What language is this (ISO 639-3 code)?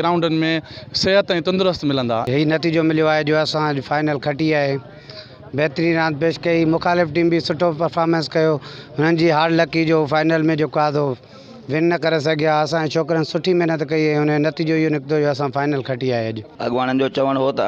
snd